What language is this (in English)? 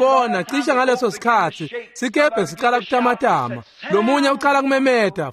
Swati